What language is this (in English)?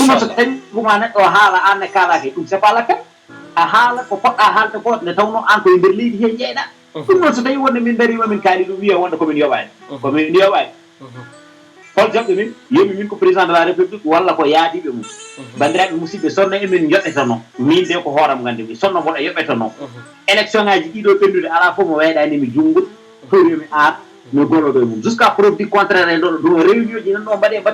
Fula